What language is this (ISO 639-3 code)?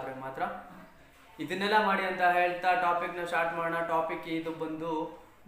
kan